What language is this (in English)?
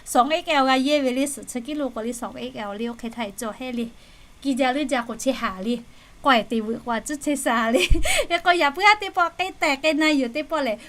Lahu